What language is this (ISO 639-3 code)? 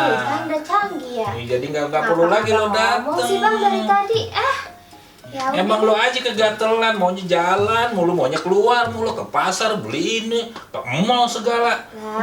bew